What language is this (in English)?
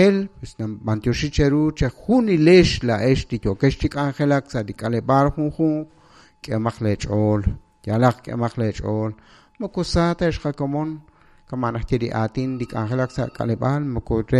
Kekchí